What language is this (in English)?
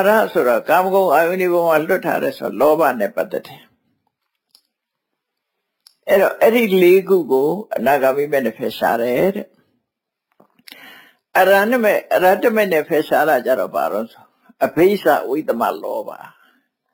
Burmese